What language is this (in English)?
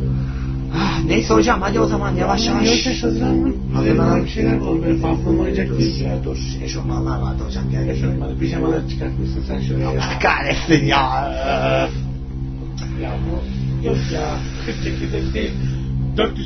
Turkish